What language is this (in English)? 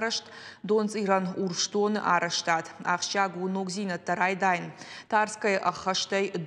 Ossetic